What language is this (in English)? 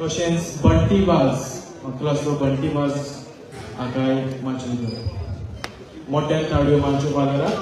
Konkani